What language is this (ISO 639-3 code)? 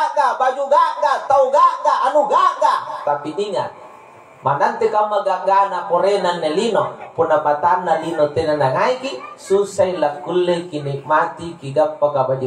mak